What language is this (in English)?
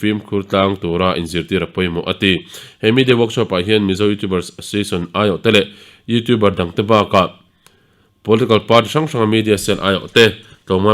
Mizo